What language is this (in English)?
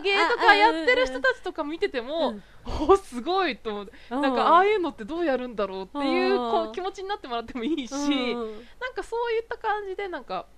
Japanese